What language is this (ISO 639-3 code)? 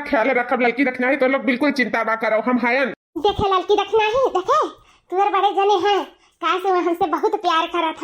awa